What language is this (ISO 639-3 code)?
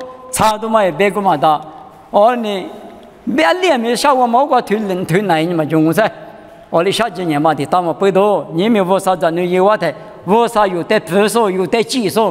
lis